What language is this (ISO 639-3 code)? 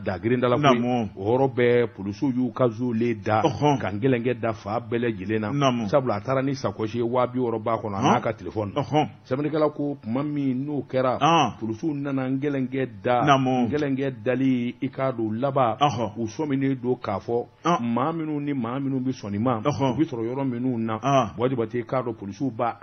bam